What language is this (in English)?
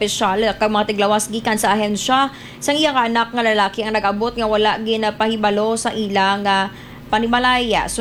Hiligaynon